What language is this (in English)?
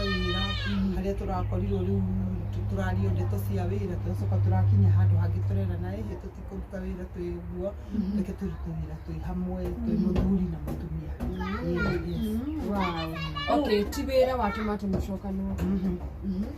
Kikuyu